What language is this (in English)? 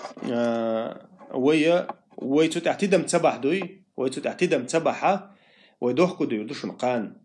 Chechen